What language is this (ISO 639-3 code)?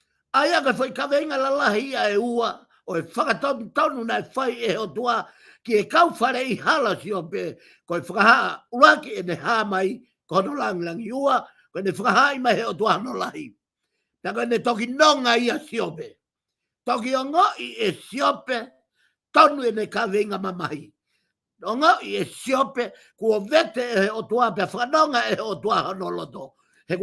ton